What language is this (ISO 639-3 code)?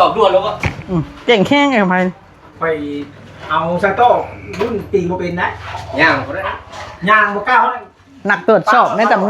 tts